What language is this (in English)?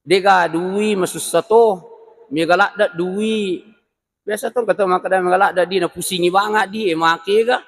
Buginese